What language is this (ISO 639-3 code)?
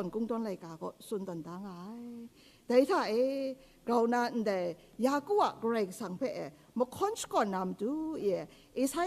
kac